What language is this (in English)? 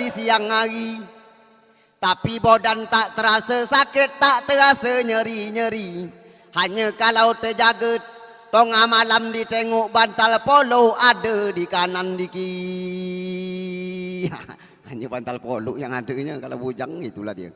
Minangkabau